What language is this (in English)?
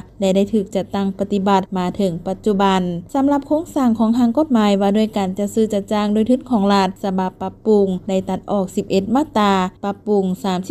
Lao